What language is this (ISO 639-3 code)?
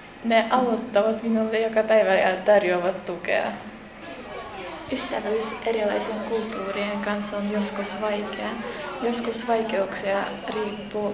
fin